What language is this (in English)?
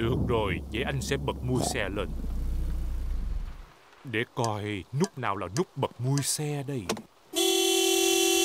Vietnamese